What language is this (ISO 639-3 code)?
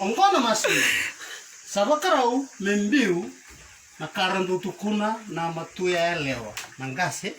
fij